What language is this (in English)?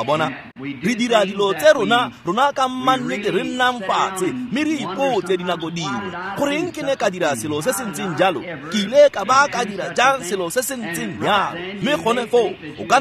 Tswana